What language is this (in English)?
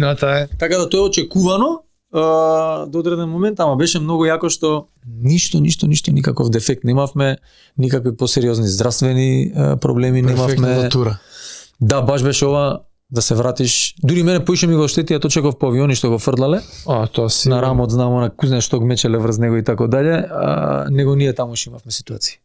Macedonian